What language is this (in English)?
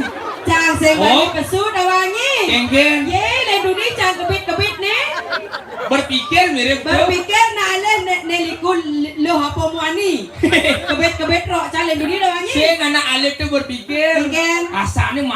Balinese